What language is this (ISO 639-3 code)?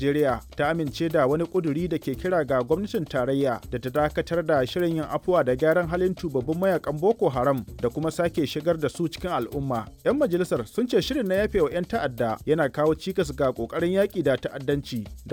hau